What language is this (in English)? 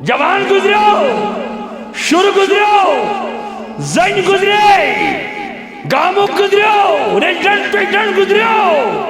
Kashmiri